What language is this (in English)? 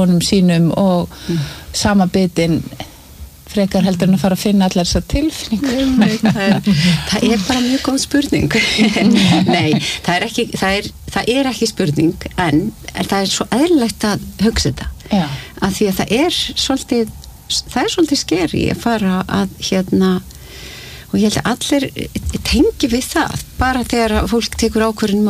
Icelandic